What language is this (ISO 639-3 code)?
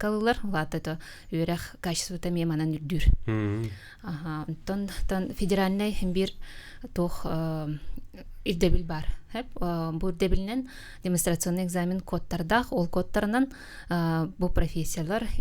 sah